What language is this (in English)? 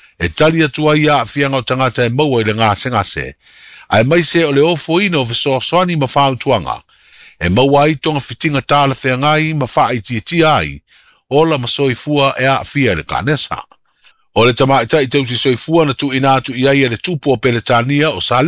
Samoan